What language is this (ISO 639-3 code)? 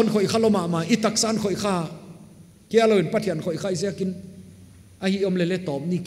pck